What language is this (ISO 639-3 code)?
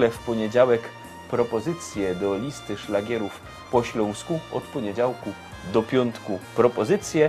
szl